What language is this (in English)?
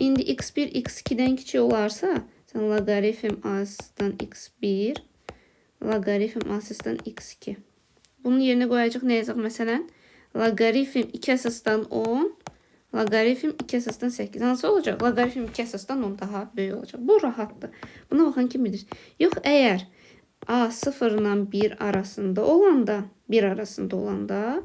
Azerbaijani